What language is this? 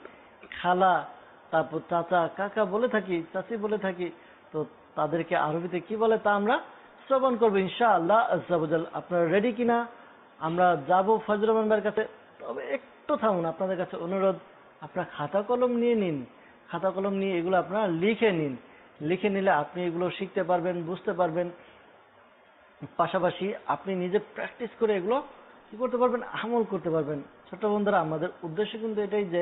Bangla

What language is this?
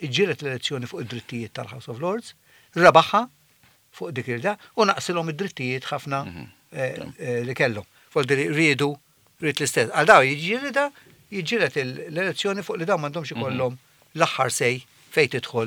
Maltese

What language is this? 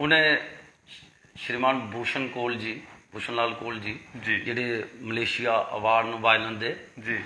Dogri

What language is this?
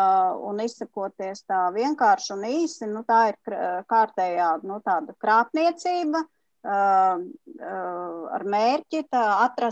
Latvian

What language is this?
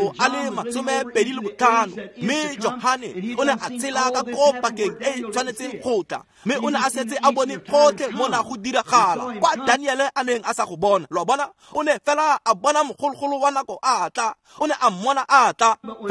Tswana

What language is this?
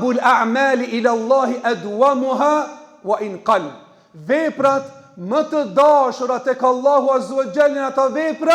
Albanian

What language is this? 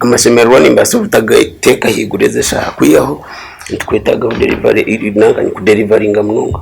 Nyankole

